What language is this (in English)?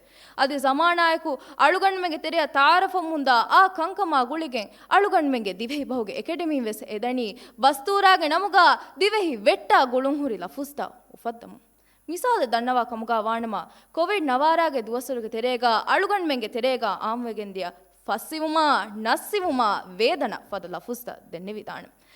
Divehi